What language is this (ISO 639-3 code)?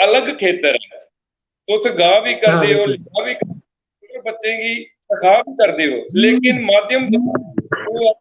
doi